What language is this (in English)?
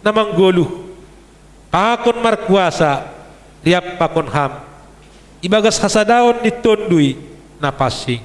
Batak Simalungun